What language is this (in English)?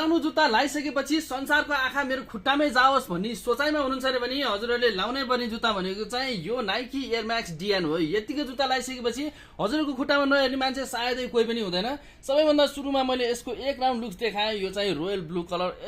Nepali